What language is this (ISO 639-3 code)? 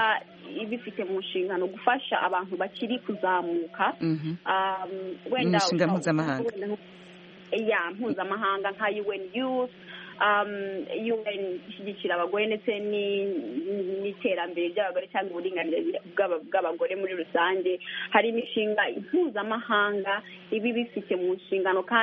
kin